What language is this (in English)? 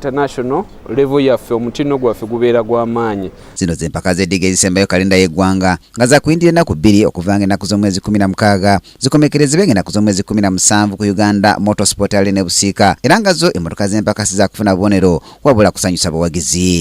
Ganda